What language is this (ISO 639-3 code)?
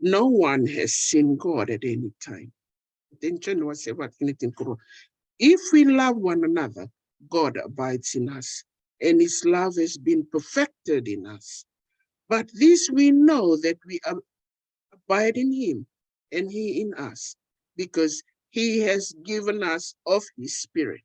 fij